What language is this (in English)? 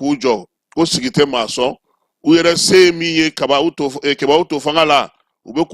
Bambara